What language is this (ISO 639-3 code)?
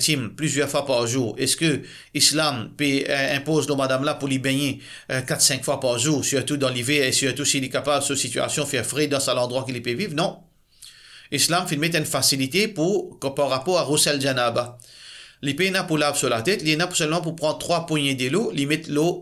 mfe